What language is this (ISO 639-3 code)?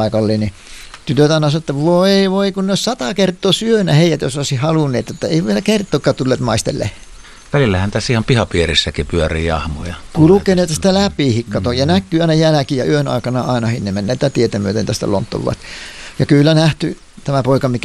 fin